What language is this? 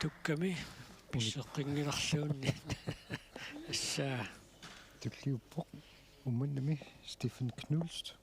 Kalaallisut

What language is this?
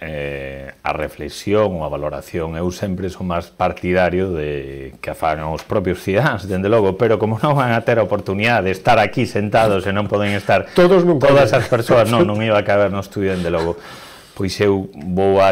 Galician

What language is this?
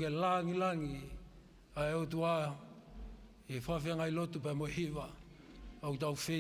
Tongan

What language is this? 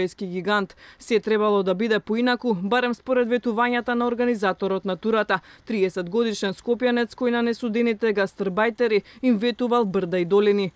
Macedonian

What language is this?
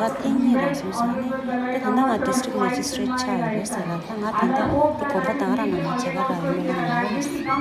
Tibetan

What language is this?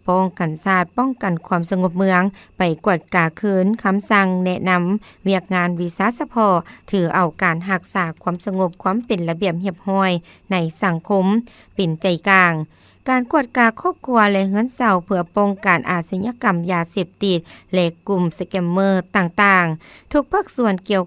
Lao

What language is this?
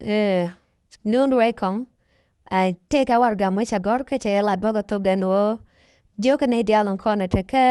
Nuer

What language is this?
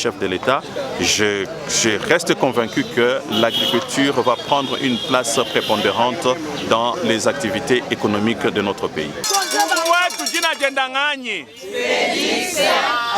Luba-Lulua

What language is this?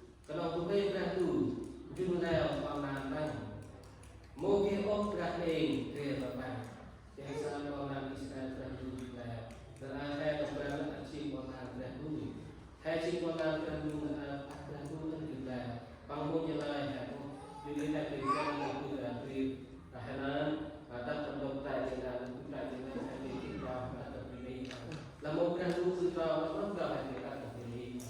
Central Mnong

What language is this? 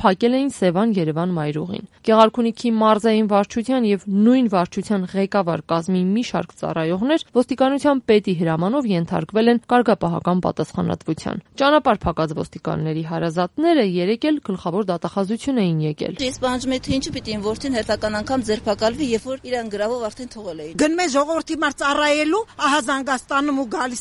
Armenian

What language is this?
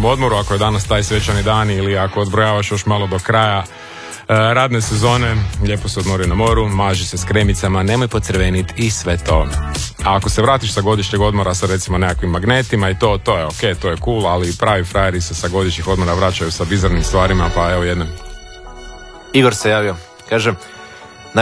Croatian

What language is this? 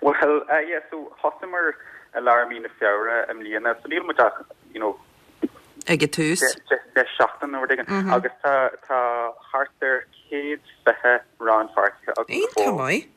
Irish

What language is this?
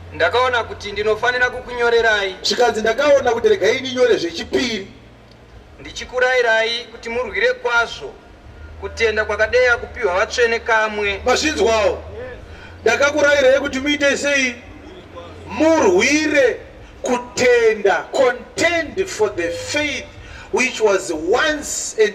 Shona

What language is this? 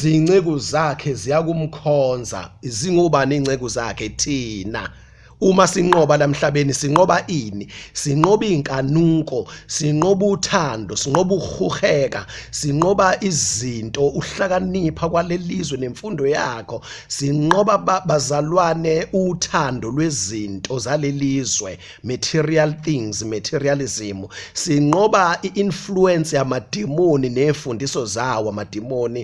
Zulu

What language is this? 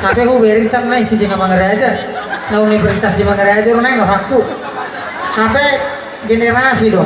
Batak Toba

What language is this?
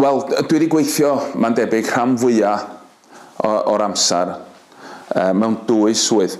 Welsh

